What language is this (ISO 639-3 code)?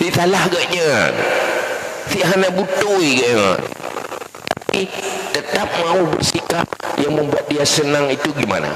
ace